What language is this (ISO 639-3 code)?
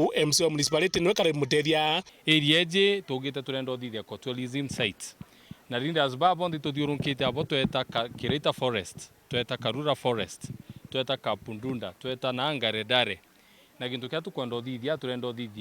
mer